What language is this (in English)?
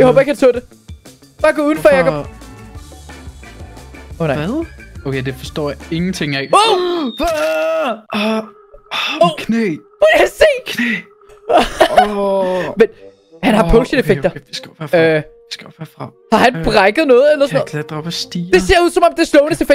Danish